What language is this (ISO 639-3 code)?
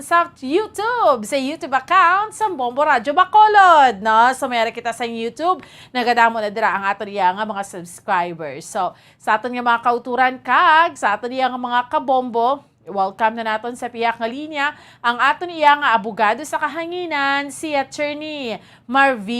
hil